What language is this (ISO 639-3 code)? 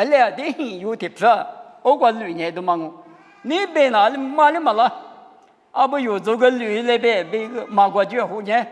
lis